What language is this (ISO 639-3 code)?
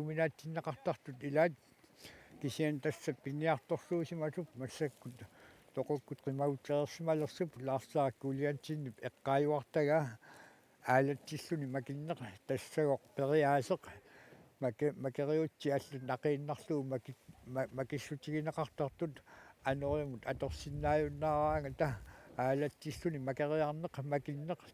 kal